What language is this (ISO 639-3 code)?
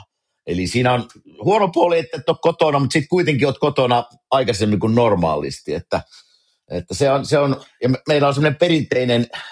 fin